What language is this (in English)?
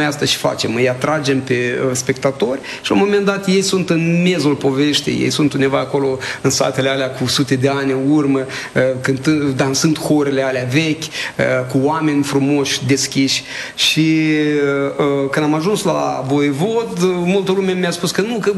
Romanian